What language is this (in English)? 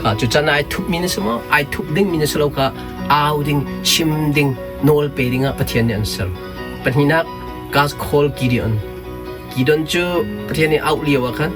Hakha Chin